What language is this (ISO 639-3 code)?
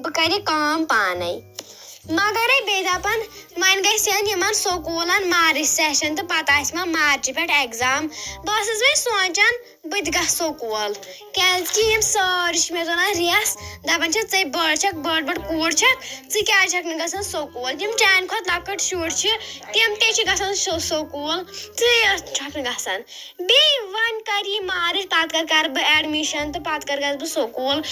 kas